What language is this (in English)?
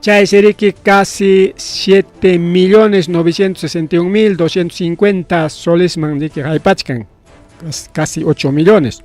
Ayacucho Quechua